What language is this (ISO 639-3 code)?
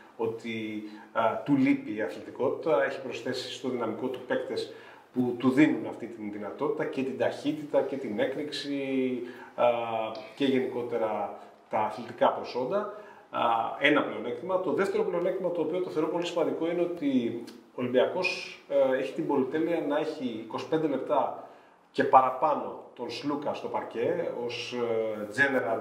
ell